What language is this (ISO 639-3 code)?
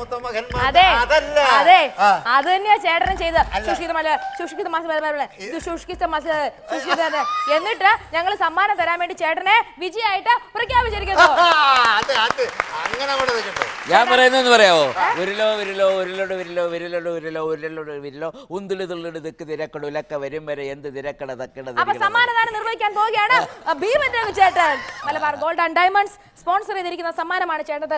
mal